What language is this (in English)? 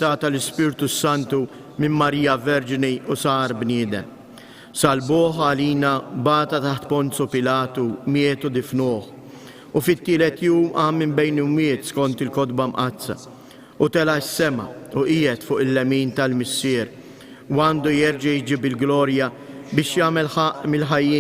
Maltese